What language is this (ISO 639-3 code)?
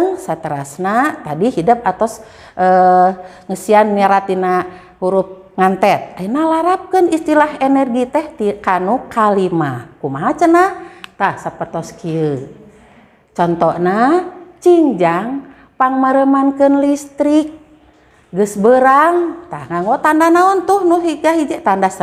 sun